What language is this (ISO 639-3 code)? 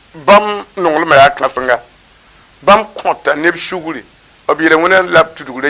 mos